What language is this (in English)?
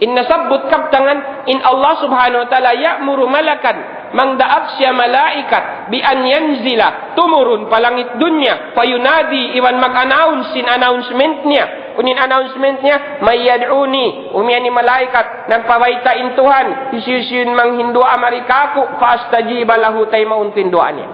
Tausug